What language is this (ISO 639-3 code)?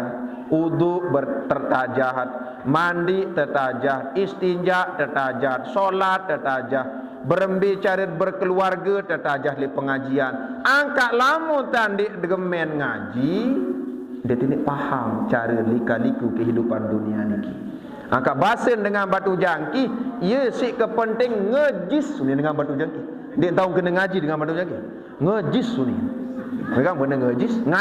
sas